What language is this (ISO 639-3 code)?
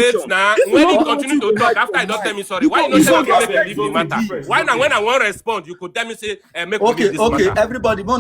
pcm